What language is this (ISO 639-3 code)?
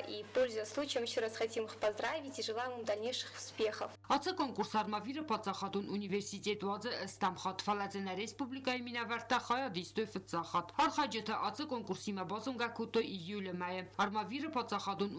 oss